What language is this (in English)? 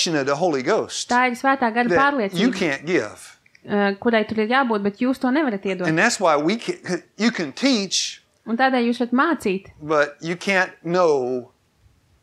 Latvian